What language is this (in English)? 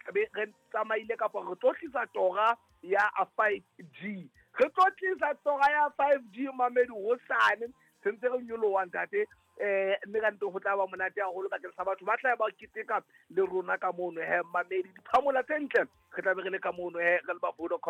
Southern Sotho